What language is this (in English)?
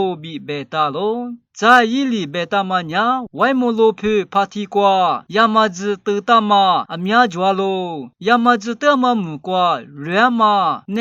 Lisu